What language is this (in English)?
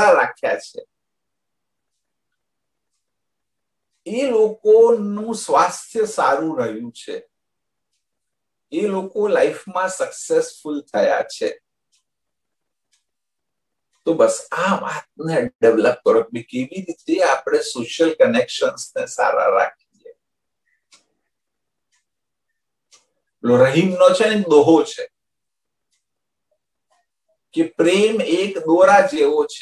Gujarati